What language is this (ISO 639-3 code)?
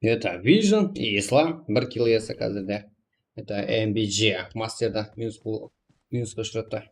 kaa